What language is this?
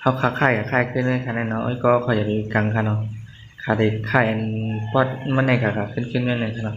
Shan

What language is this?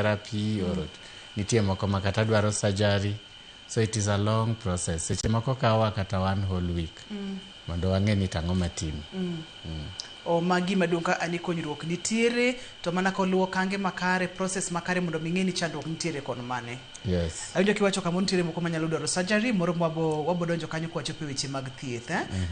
Luo (Kenya and Tanzania)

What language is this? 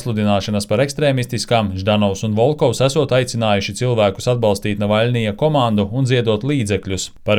Latvian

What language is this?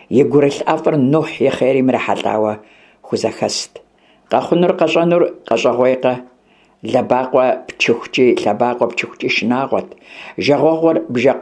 Kabardian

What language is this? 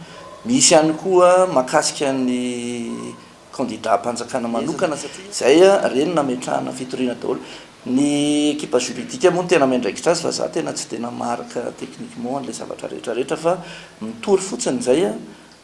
Malagasy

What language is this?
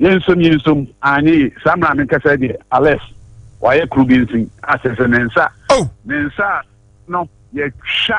Akan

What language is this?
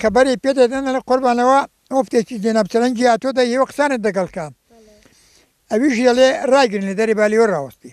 Central Kurdish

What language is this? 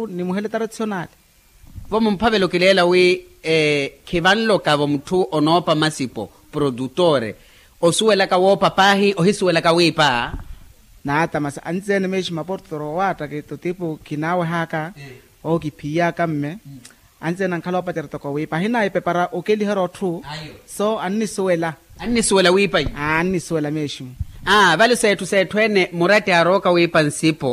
Makhuwa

